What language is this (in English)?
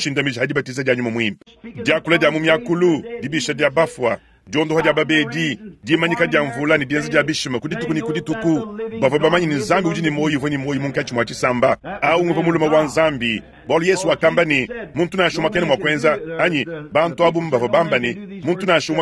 Luba-Lulua